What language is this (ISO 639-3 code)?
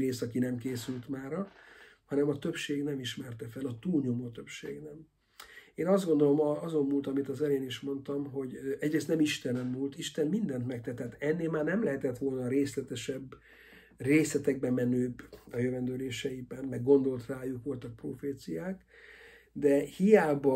hun